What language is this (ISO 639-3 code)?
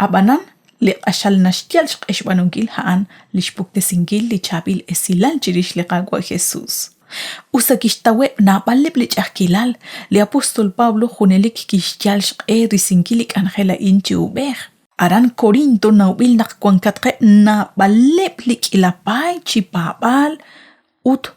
kek